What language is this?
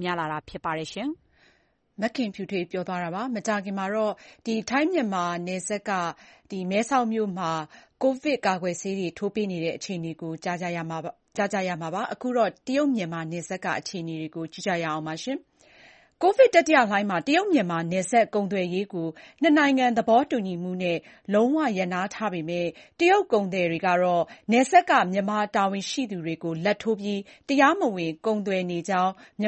Burmese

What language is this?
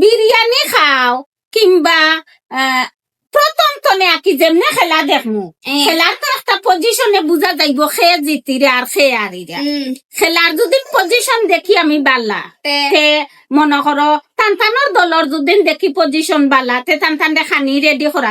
Sylheti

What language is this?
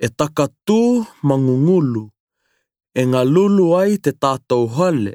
Tokelau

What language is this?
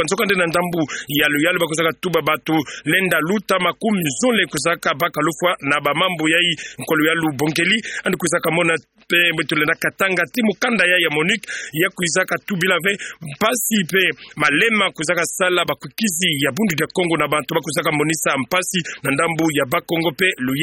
Kituba (Democratic Republic of Congo)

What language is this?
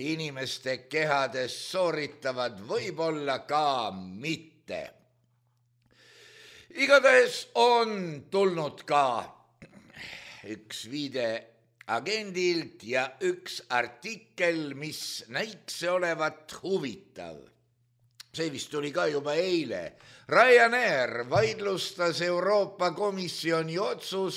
Estonian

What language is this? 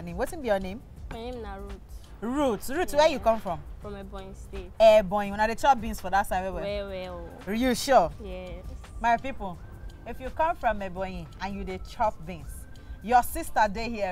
Nigerian Pidgin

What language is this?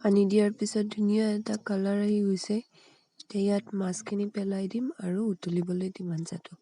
Assamese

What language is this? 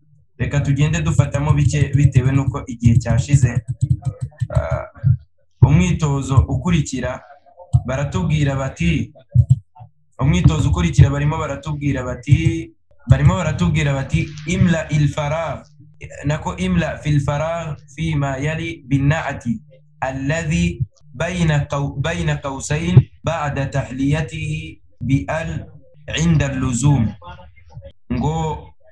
Kinyarwanda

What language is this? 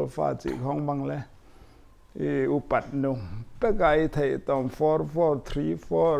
Paite Chin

